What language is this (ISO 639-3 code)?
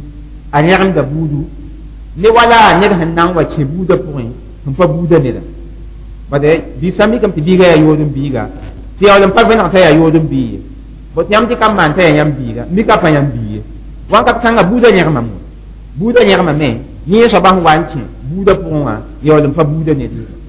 mos